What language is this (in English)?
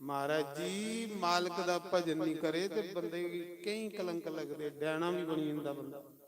Dogri